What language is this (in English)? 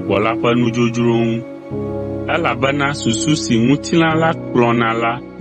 Ewe